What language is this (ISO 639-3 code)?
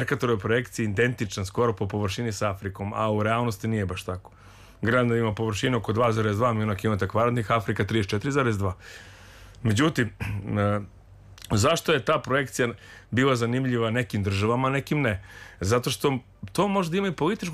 srp